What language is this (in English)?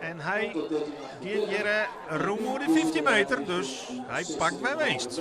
Western Frisian